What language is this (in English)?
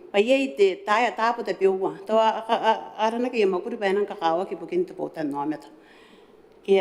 Gilbertese